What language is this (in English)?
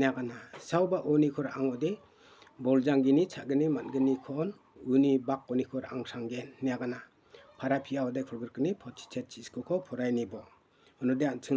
Garo